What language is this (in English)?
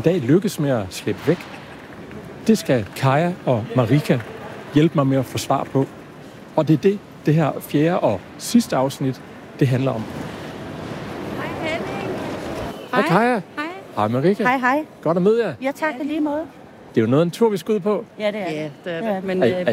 Danish